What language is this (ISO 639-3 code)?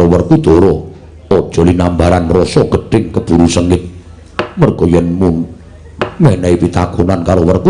jav